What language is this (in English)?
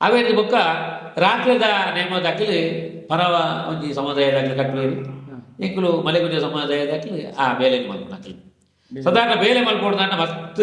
Tulu